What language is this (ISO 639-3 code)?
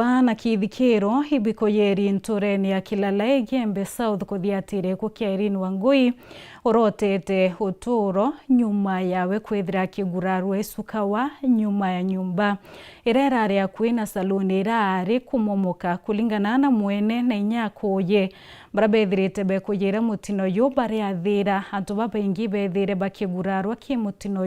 mer